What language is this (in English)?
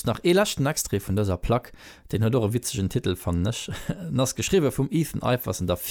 Luxembourgish